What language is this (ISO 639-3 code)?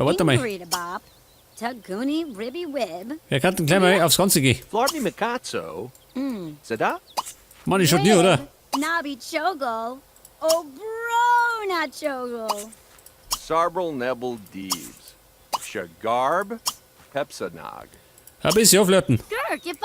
bar